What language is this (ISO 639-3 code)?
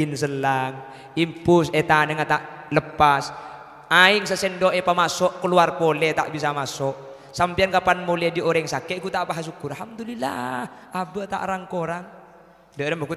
mad